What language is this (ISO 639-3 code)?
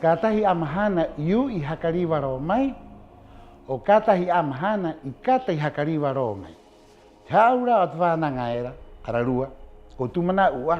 rap